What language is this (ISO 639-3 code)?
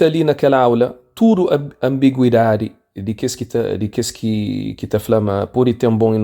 kea